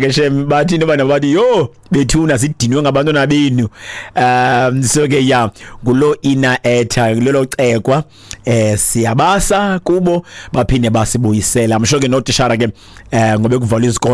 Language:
Xhosa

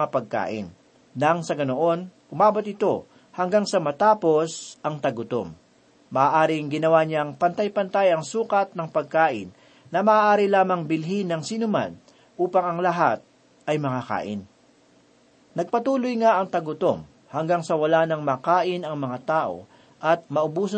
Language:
Filipino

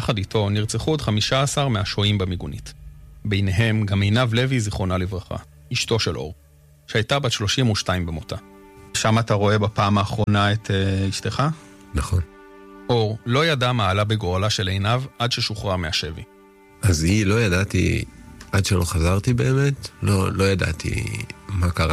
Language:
Hebrew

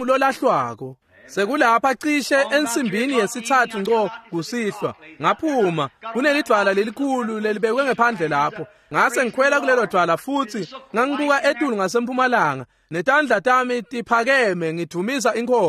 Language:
Swati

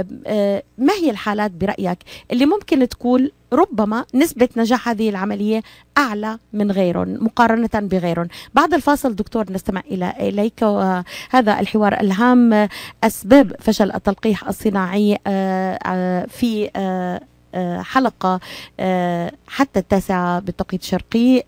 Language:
North Levantine Arabic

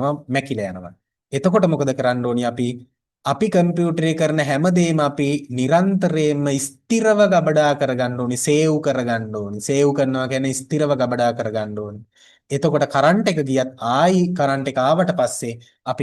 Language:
Sinhala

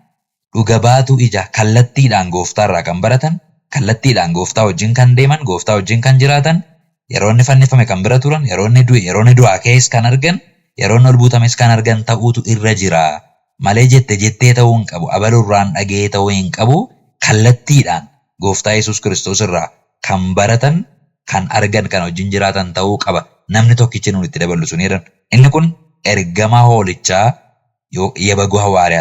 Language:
Oromo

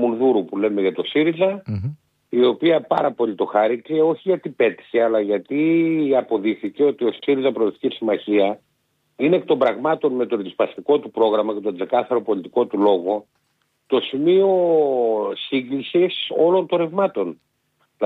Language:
Greek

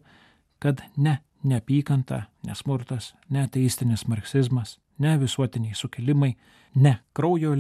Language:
Lithuanian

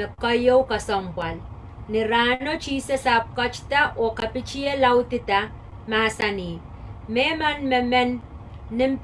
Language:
Pohnpeian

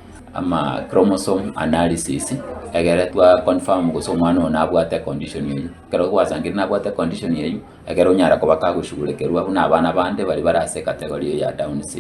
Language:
Gusii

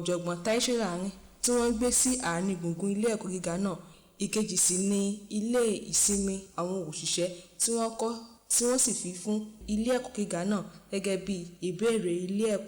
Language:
Yoruba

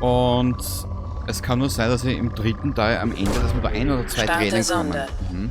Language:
Bavarian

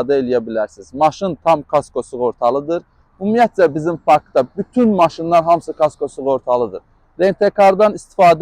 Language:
Azerbaijani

